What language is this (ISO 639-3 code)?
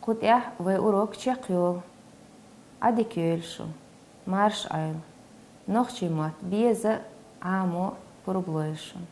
che